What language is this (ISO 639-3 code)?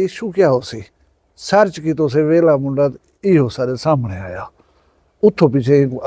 skr